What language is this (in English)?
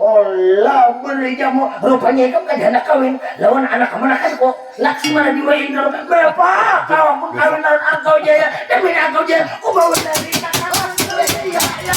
Banjar